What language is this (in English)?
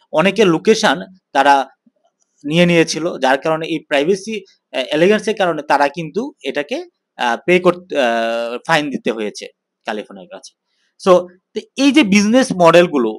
Bangla